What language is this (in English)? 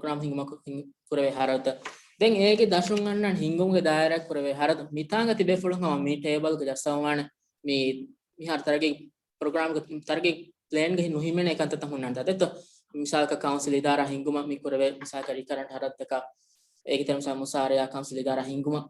Divehi